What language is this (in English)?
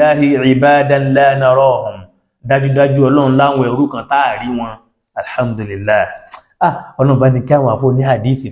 Yoruba